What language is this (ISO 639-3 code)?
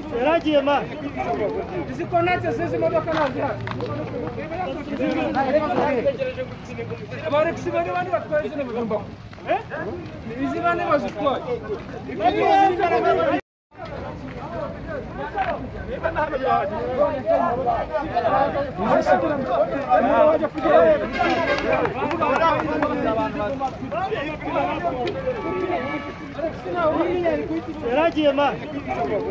kin